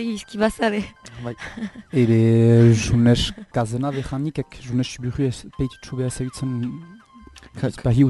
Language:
Basque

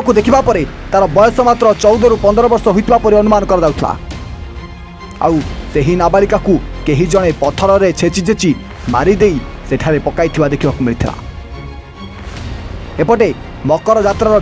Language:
Odia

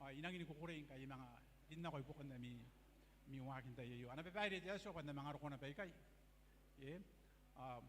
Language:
Gilbertese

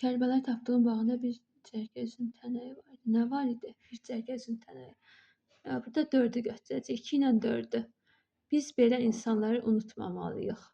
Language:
Azerbaijani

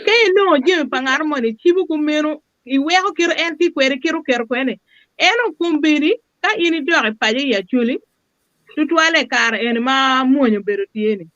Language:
Acoli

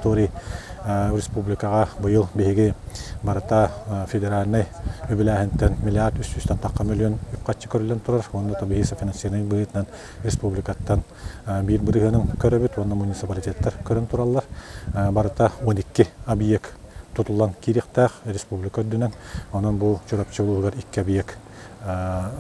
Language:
Yakut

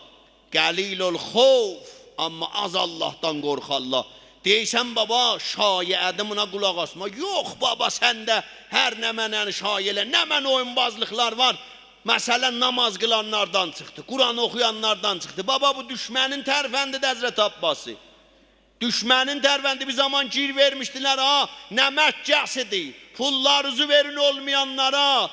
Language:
South Azerbaijani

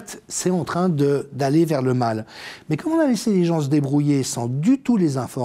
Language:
French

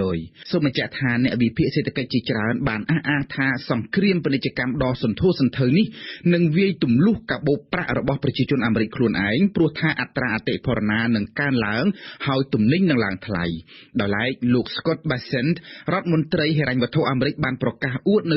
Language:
Khmer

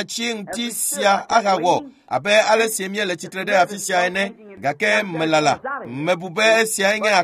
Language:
Ewe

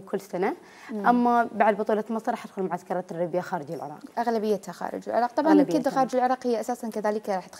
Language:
Mesopotamian Arabic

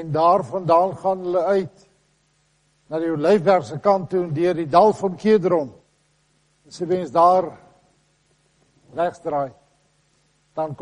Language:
Afrikaans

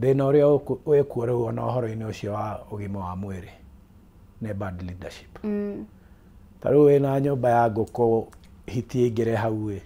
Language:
Kikuyu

